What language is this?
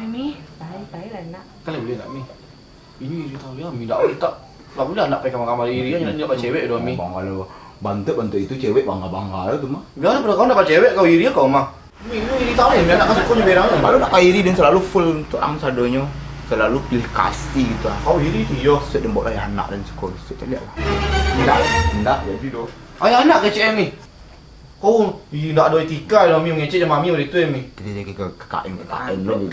Minangkabau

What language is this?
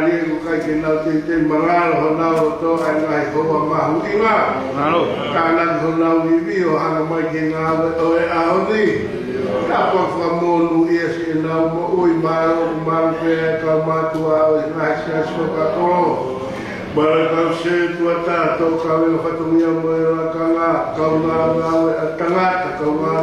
Tongan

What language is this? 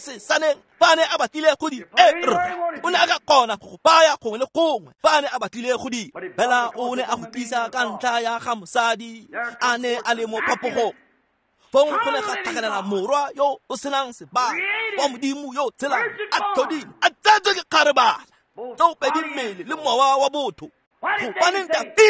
Tswana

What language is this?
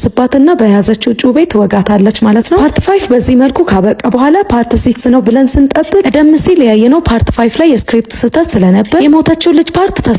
Amharic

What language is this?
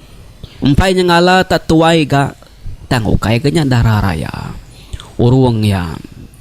Iban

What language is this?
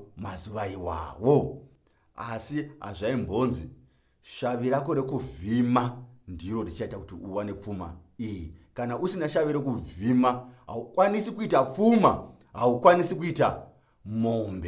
Shona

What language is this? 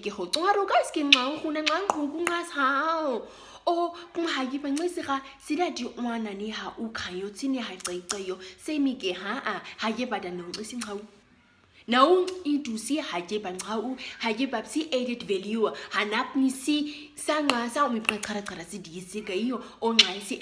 Nama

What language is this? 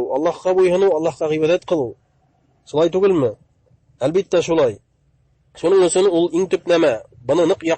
Bashkir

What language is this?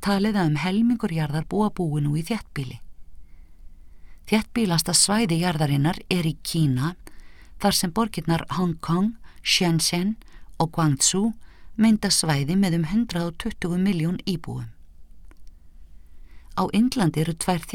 Icelandic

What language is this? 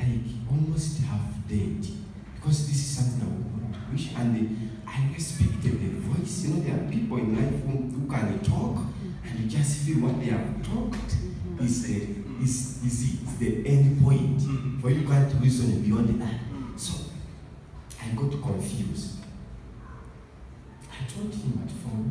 English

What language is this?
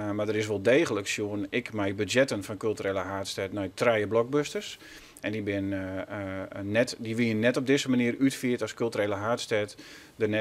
Western Frisian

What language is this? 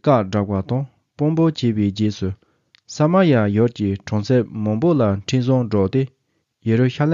Tibetan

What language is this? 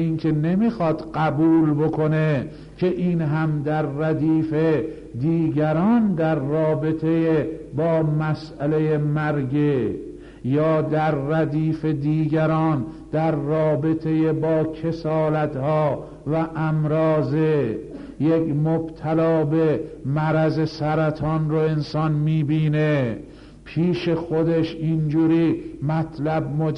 Persian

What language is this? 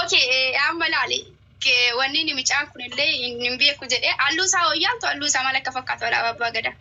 Oromo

